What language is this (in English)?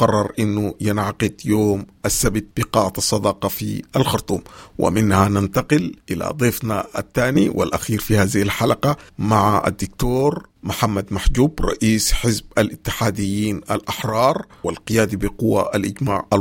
Sudanese Arabic